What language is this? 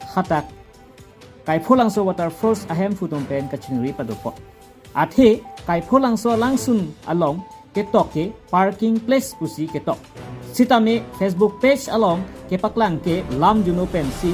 Karbi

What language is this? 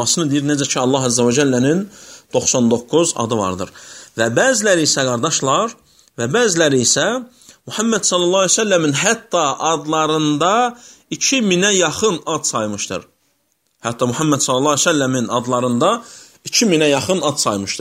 Azerbaijani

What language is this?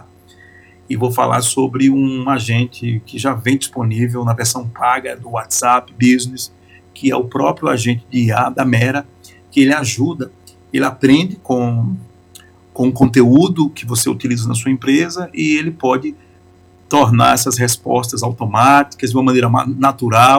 Portuguese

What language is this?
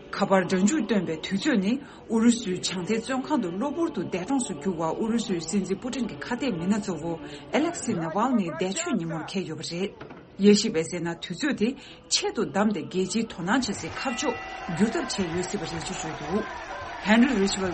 Tibetan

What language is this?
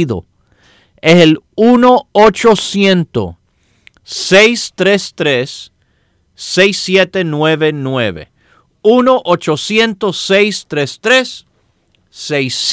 Spanish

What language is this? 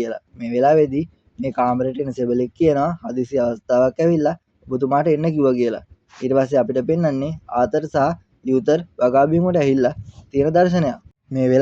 Sinhala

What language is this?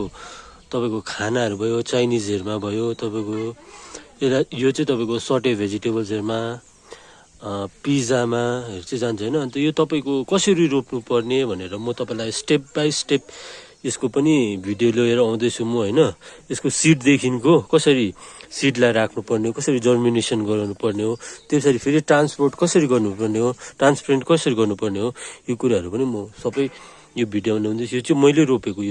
Nepali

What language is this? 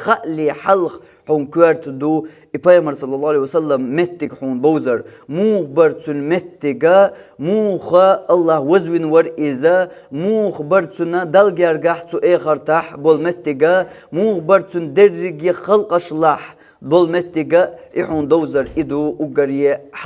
Chechen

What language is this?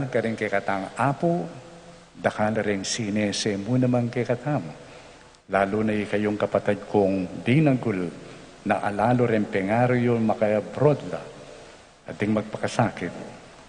Pampanga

